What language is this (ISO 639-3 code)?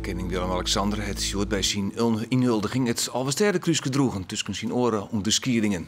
fry